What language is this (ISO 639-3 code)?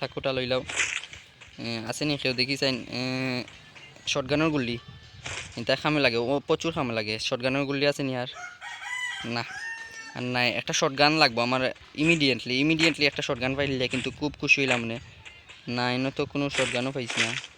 syl